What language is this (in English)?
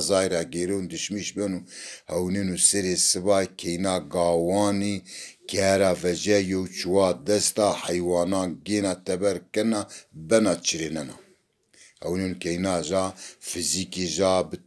Zaza